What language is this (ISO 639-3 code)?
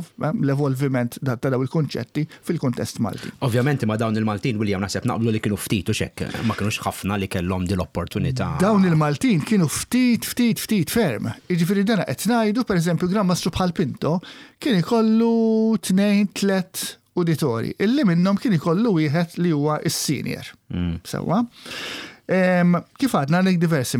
mlt